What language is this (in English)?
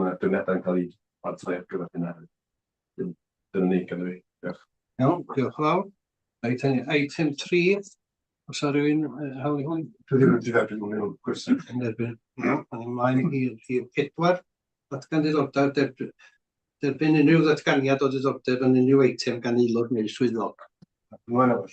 Welsh